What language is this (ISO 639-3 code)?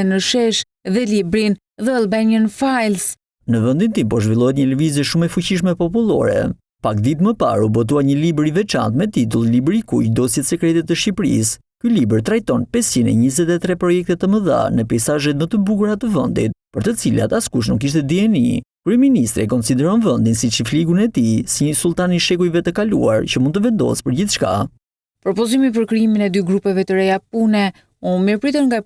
sqi